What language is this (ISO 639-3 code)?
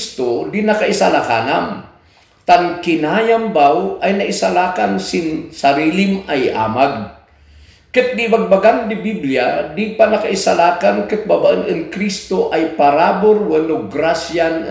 kne